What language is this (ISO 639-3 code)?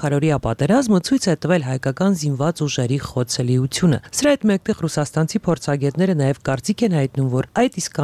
hye